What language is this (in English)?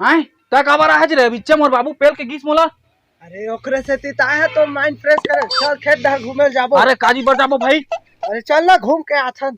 Chhattisgarhi